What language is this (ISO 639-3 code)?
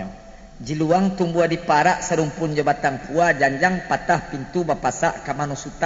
min